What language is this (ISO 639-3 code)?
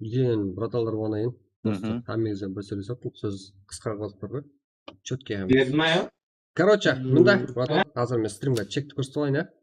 kaa